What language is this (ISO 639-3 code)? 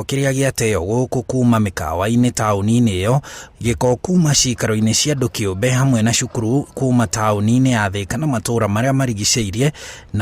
kik